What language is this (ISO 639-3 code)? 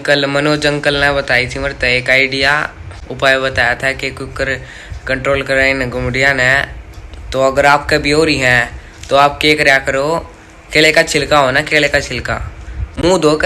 bgc